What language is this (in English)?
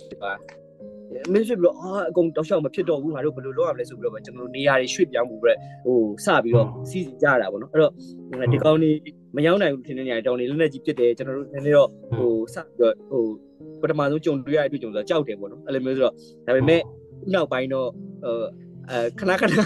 Burmese